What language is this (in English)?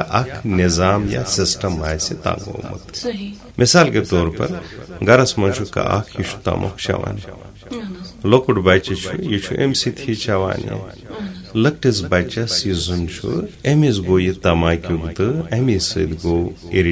Kashmiri